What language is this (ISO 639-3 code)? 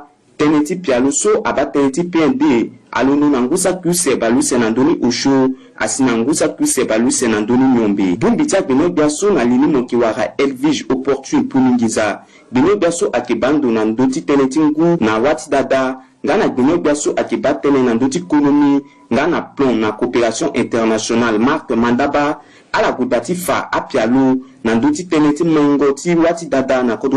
sag